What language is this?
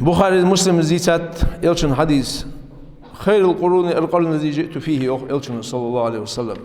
Ingush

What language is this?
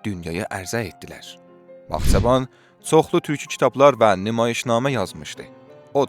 South Azerbaijani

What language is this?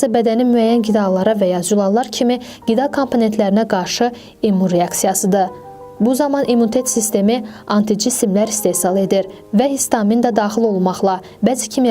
Azerbaijani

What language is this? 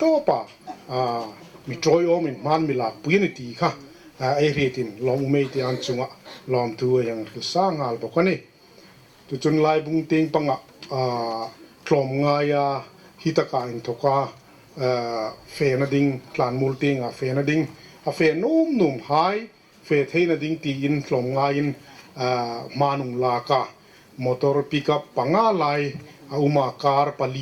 Hmar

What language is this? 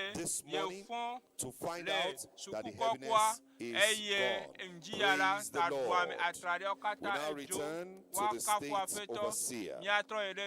Ewe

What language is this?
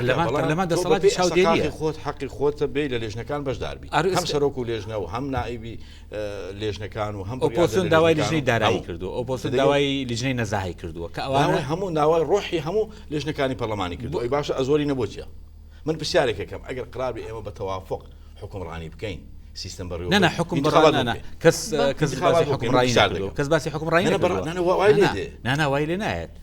Central Kurdish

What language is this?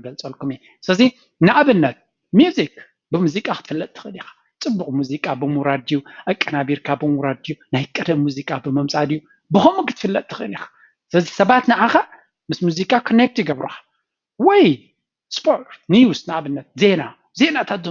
Tigrinya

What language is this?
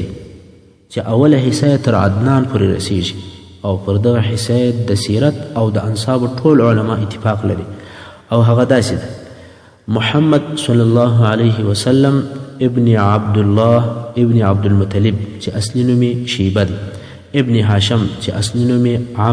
Pashto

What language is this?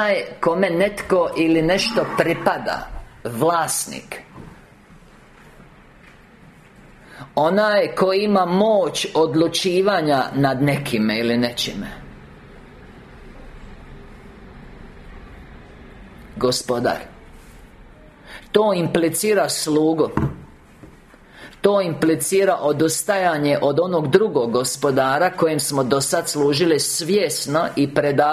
Croatian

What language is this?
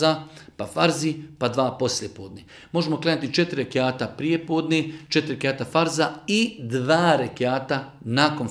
Bosnian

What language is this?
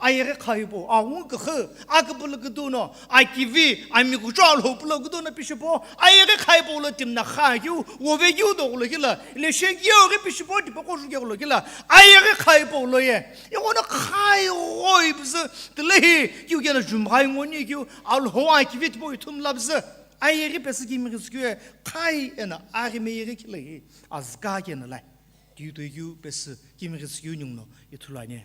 Sumi Naga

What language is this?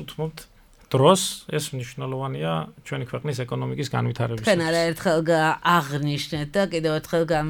Georgian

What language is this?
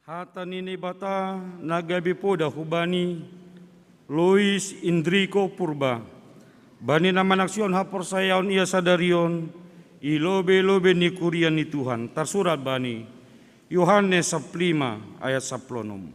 Batak Simalungun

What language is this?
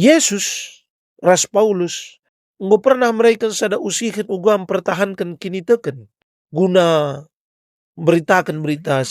Batak Karo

